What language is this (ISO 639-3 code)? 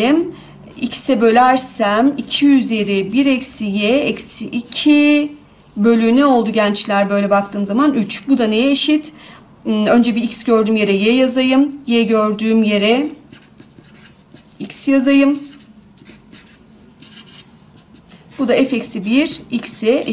tur